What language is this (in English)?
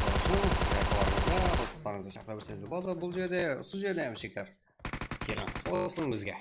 Kara-Kalpak